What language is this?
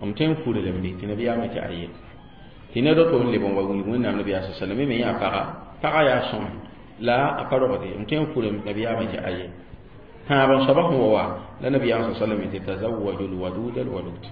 Mossi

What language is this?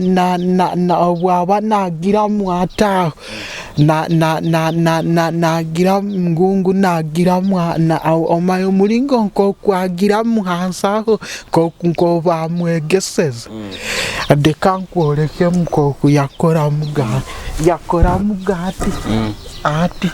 Nyoro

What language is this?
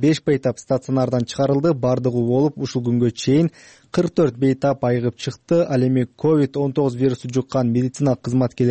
Kyrgyz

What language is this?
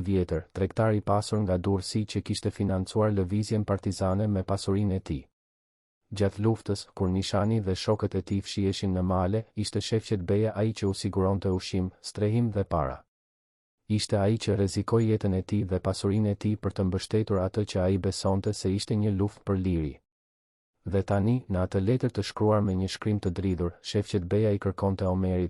Albanian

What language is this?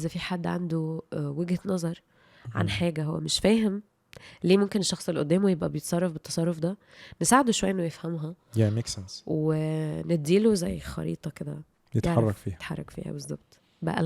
Egyptian Arabic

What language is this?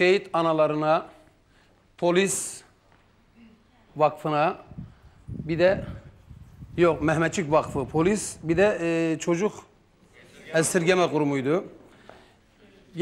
Turkish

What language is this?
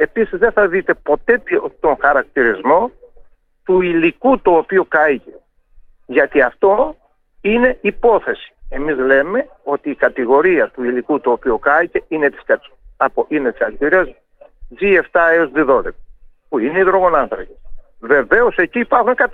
Greek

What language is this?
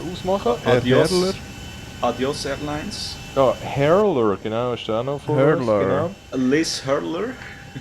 Swiss German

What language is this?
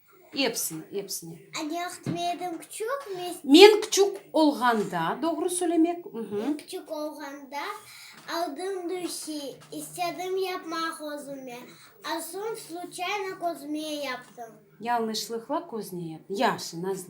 Crimean Tatar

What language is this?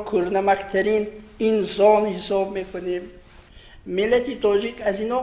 Tajik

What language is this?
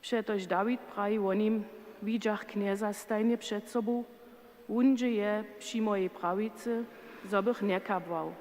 Upper Sorbian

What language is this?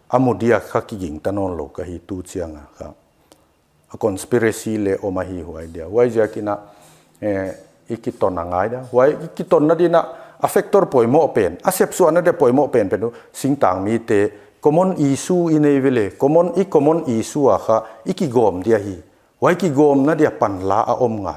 Paite Chin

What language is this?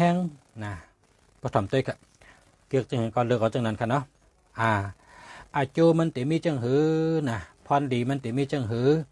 Shan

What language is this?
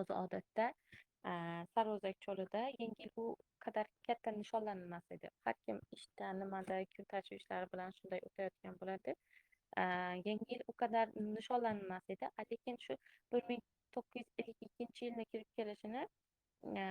Uzbek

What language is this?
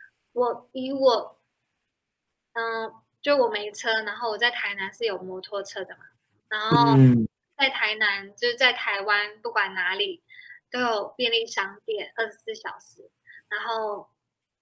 Chinese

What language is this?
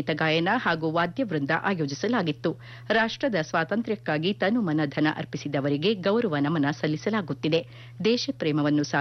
Kannada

